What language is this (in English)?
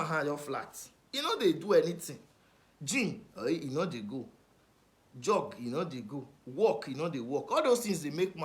Nigerian Pidgin